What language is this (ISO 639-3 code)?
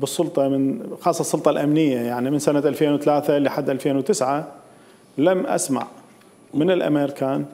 acm